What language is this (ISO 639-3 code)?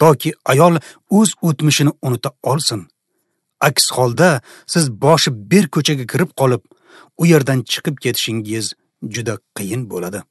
uzb